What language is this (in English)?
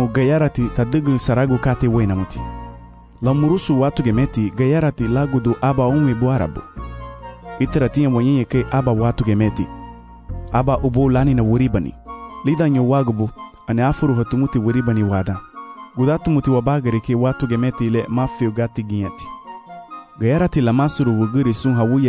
Garifuna